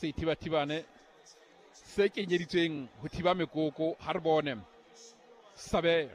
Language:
Southern Sotho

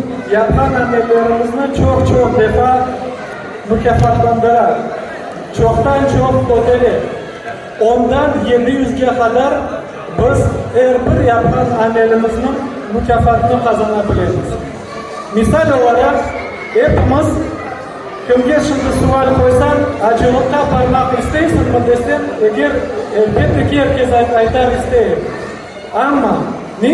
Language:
Crimean Tatar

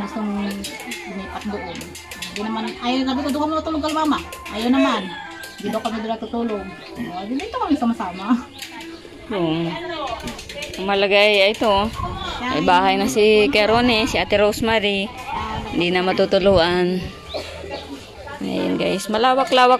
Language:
Filipino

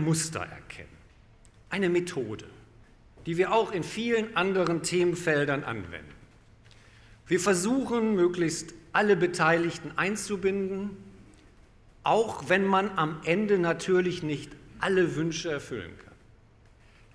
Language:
German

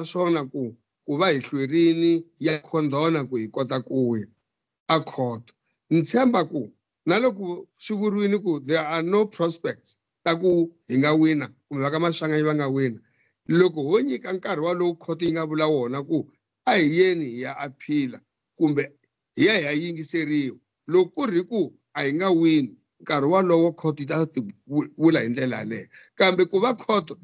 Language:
Tsonga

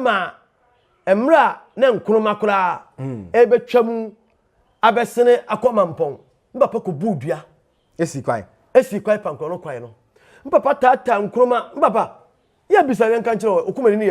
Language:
Akan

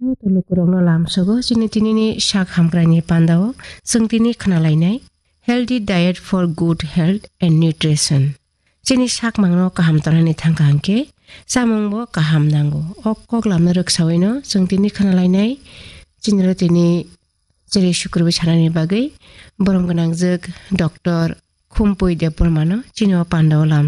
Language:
Kok Borok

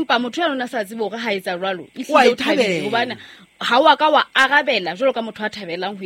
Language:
Southern Sotho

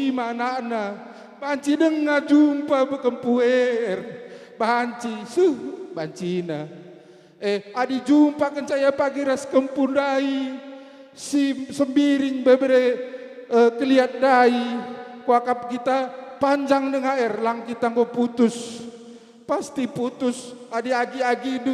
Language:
Batak Karo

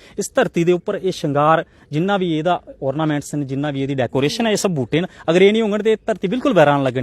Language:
Dogri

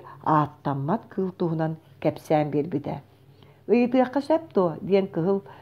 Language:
Yakut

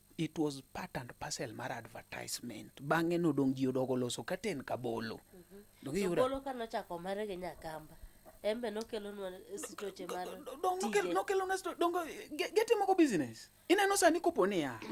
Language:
Luo (Kenya and Tanzania)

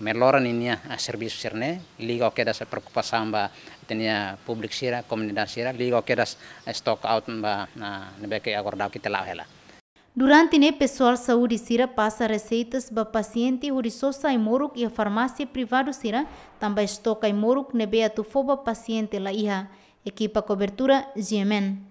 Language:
Tetum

